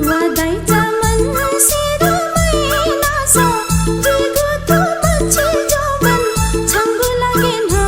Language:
Newari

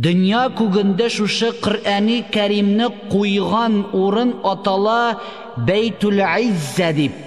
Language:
Tatar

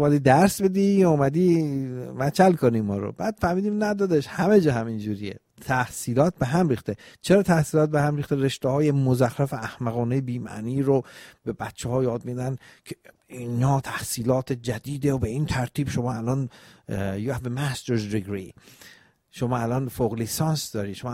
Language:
Persian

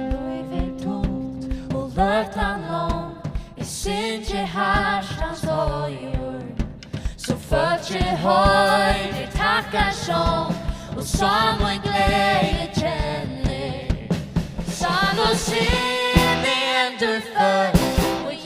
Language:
Faroese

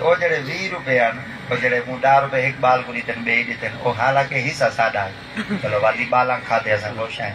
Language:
Saraiki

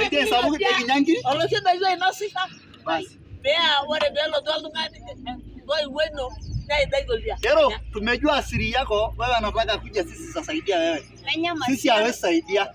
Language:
Masai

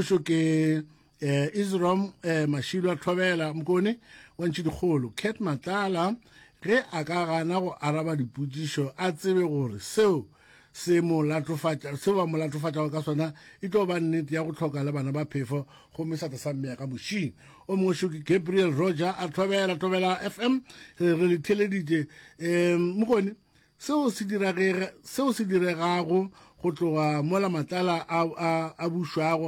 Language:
Northern Sotho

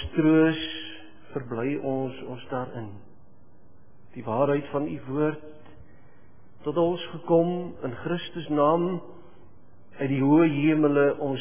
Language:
Afrikaans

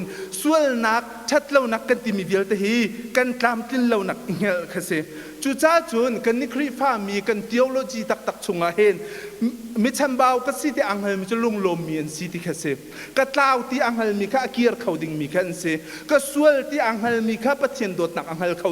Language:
Hakha Chin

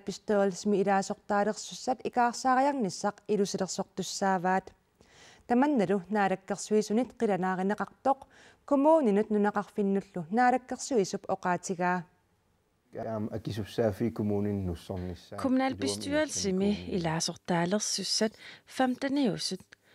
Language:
Kalaallisut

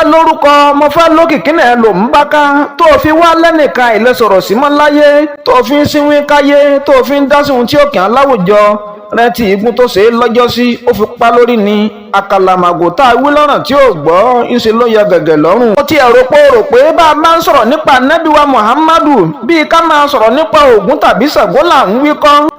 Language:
Yoruba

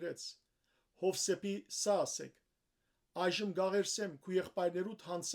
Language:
Western Armenian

